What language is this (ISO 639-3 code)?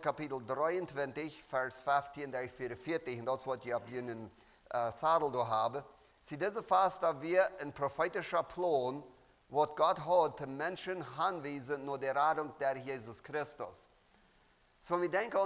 pdt